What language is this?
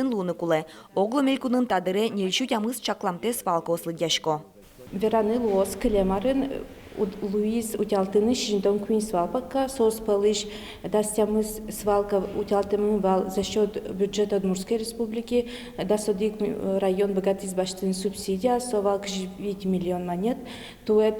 Udmurt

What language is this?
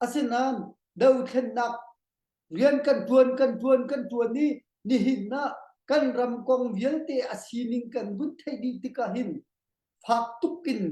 Hakha Chin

